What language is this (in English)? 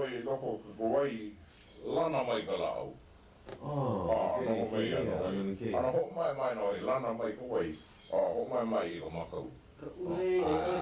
Hawaiian